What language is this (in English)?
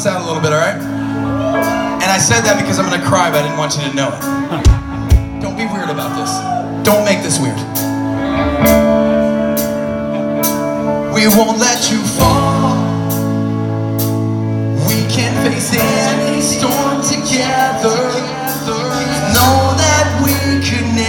English